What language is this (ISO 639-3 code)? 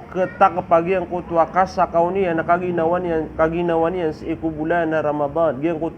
mrw